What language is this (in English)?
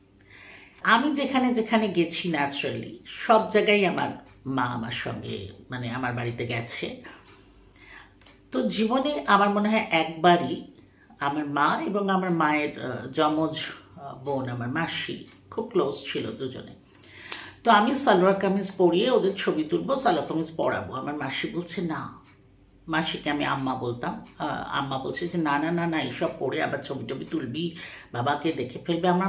Bangla